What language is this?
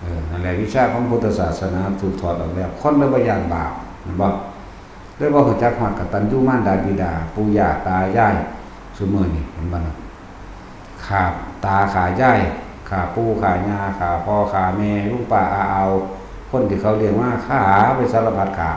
Northeastern Thai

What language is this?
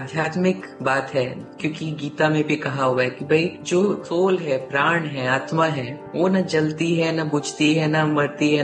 Hindi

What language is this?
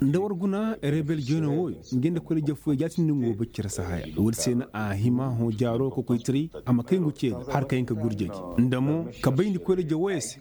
Koyraboro Senni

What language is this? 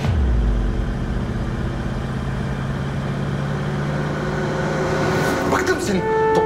Turkish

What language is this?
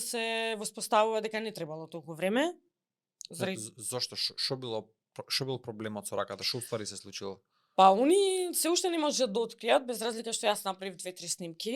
Macedonian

